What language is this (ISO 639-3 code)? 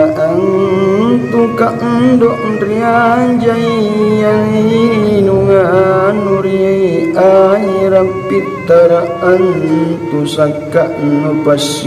mak